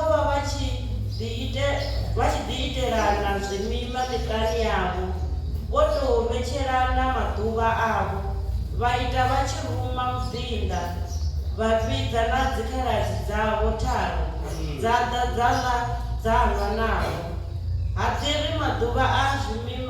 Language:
Venda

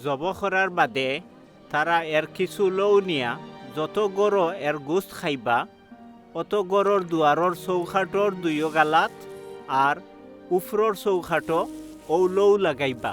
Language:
Sylheti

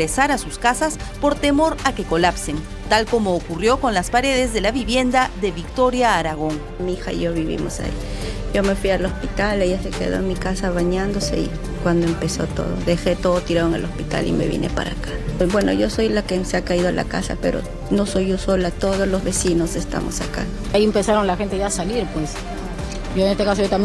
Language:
Ayacucho Quechua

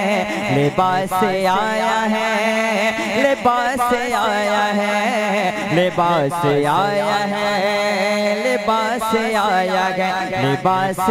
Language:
Urdu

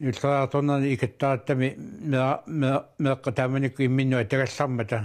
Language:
Kalaallisut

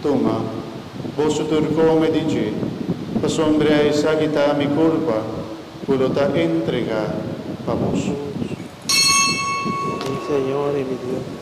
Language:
Papiamento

